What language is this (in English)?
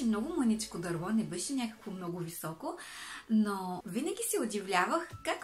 Bulgarian